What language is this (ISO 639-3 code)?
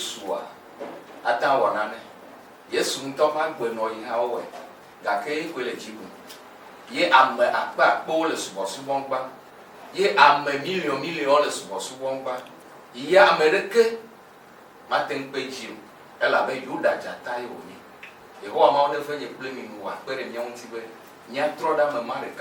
ewe